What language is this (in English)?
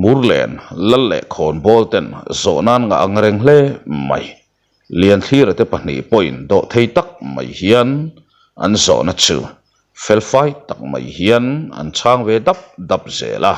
Mizo